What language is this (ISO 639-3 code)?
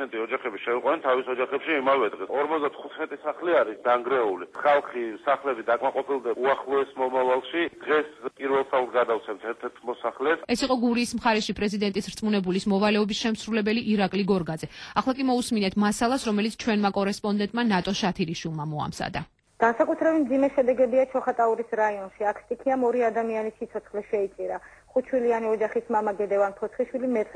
kat